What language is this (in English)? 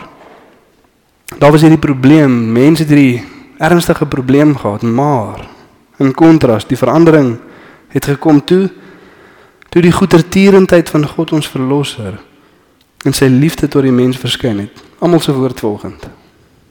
Afrikaans